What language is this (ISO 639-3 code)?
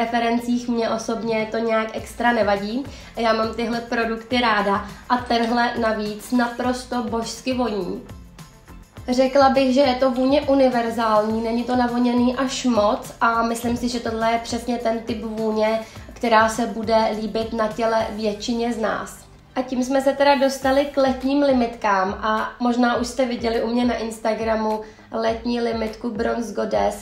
ces